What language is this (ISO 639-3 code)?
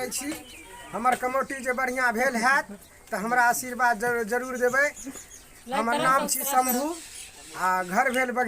mai